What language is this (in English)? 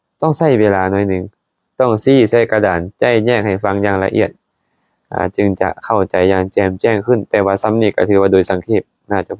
Lao